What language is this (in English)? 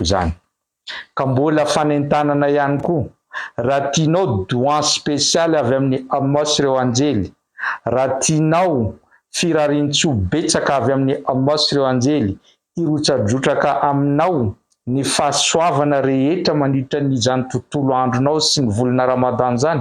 Malagasy